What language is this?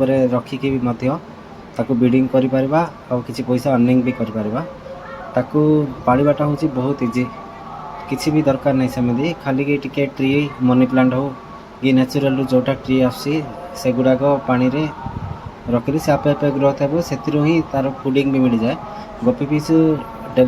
Odia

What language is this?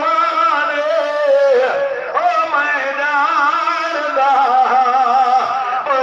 Saraiki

